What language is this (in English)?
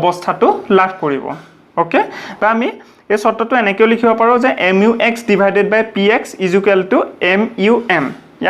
Assamese